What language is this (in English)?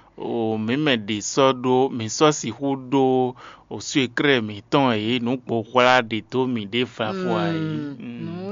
Fon